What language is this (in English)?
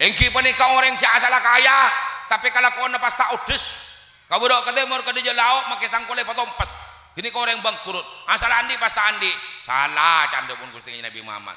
Madurese